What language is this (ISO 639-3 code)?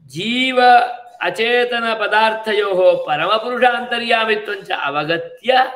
san